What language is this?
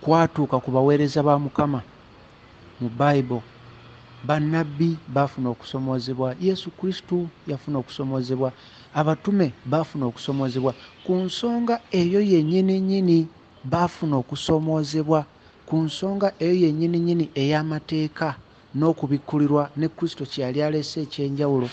Ganda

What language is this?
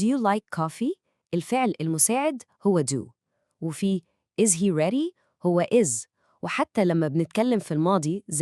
Egyptian Arabic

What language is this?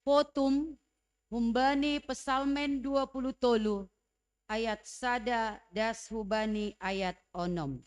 Batak Simalungun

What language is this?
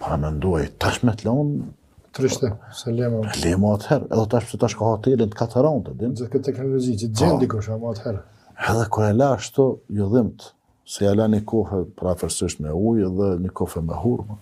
Albanian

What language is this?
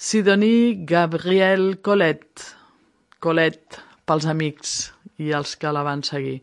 Catalan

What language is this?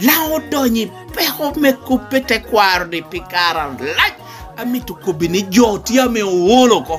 Lango (Uganda)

